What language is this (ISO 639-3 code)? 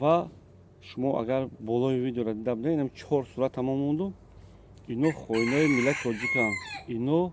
tgk